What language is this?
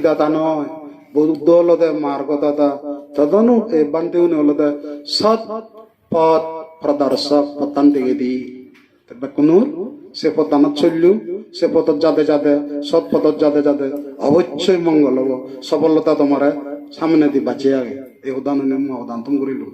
Chakma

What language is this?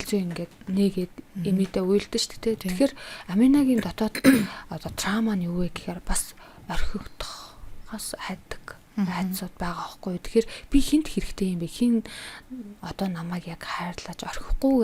Mongolian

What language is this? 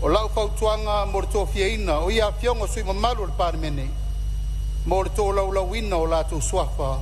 Samoan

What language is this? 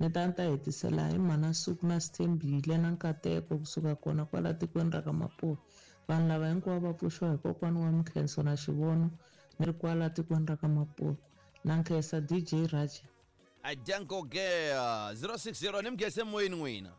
Tsonga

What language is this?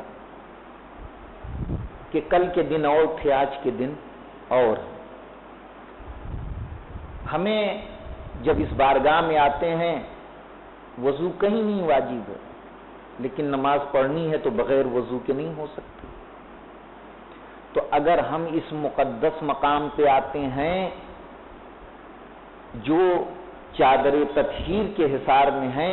Urdu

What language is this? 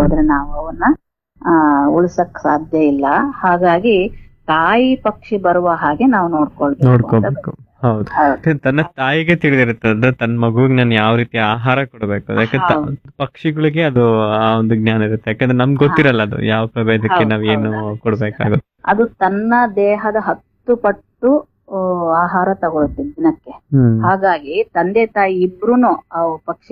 Kannada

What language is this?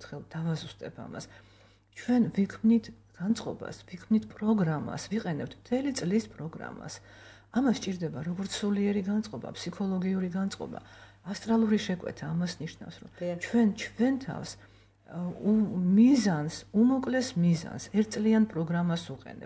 Georgian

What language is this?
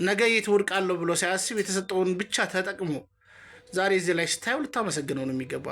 Amharic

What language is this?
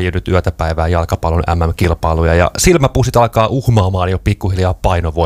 Finnish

